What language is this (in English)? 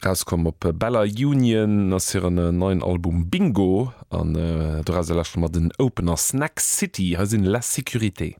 Luxembourgish